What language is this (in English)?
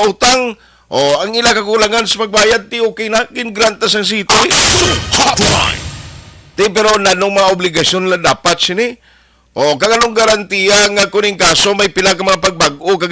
Hiligaynon